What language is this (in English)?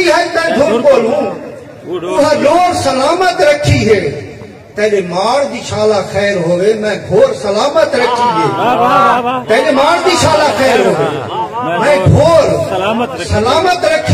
Saraiki